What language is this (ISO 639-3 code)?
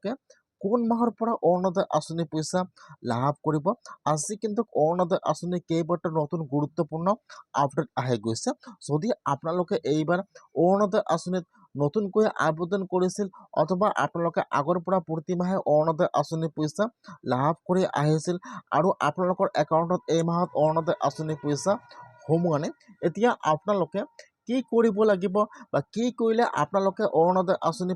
asm